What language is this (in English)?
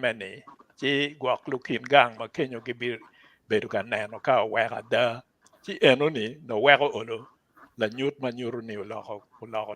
Acoli